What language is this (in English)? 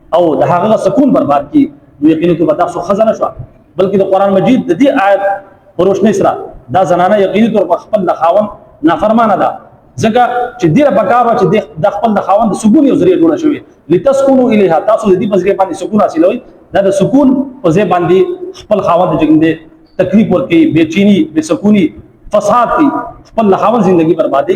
Pashto